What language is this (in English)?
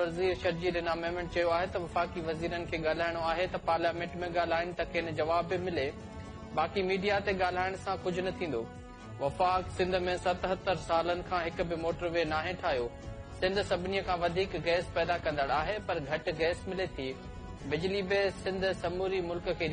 Sindhi